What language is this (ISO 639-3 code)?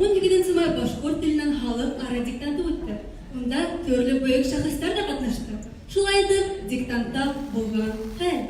bak